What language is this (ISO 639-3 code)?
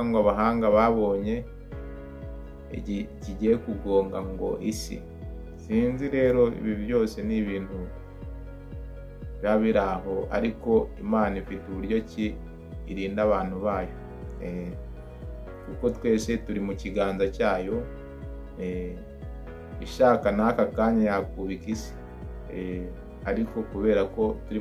kin